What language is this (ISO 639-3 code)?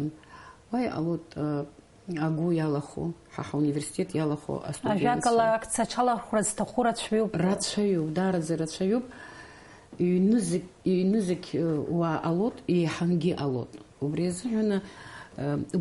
abk